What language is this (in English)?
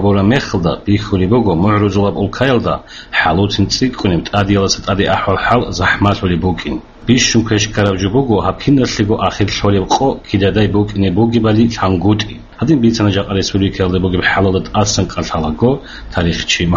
Avaric